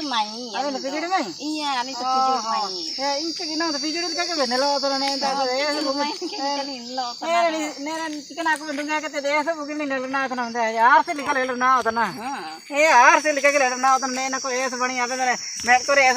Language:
Ho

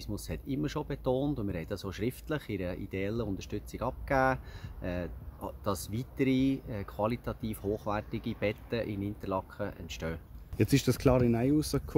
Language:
Swiss German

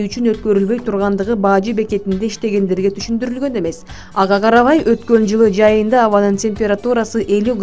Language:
Kyrgyz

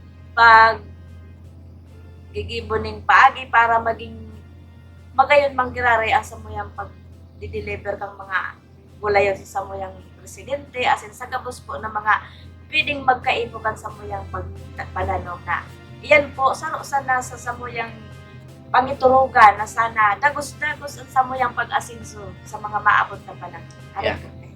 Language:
Bikol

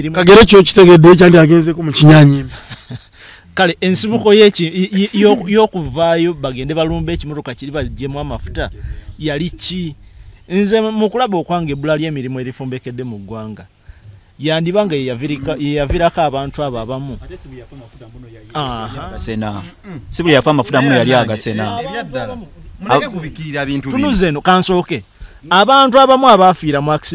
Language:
Ganda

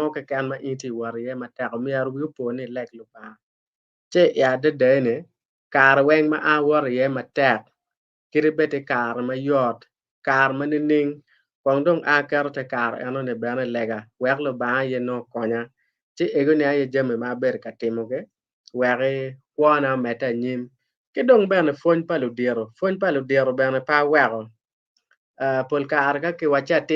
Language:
Acoli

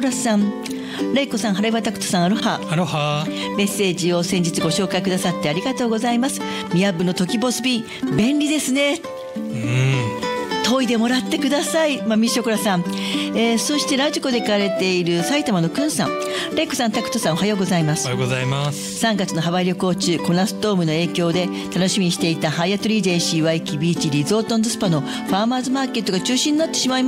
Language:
Japanese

